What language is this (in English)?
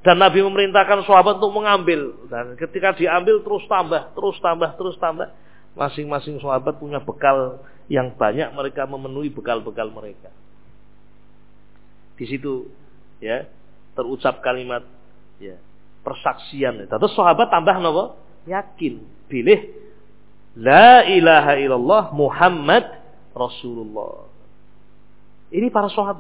Indonesian